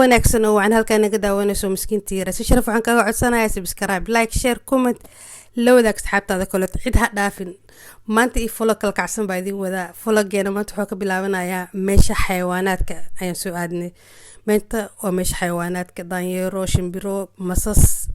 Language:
Somali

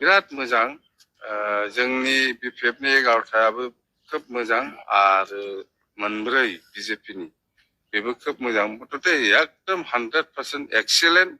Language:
Bodo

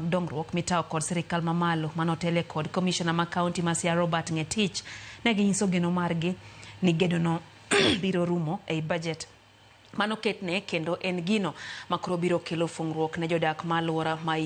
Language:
Luo (Kenya and Tanzania)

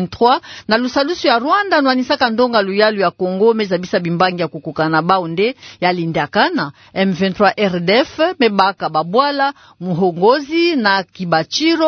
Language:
Kituba (Democratic Republic of Congo)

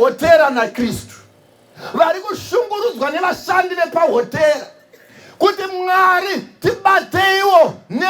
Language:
Shona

